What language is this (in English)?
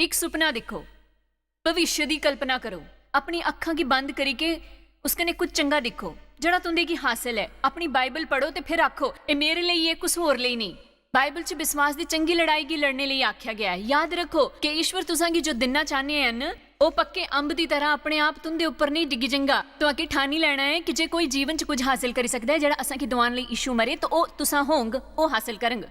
Dogri